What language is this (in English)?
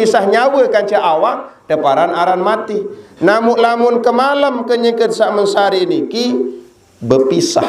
Sasak